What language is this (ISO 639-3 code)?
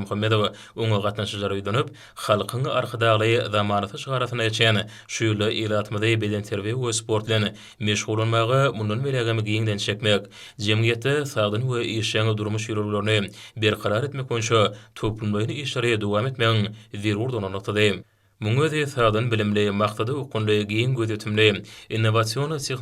tuk